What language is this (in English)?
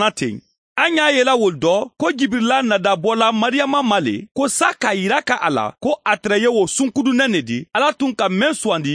Mandingo